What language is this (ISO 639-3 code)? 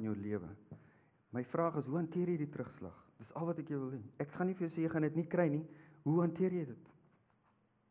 afr